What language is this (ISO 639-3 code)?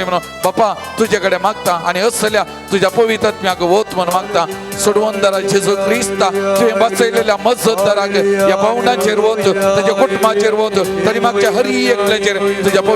kok